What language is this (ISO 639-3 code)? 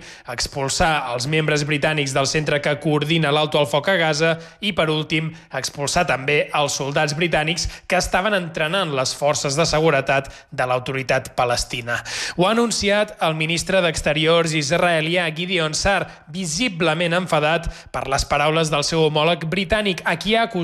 cat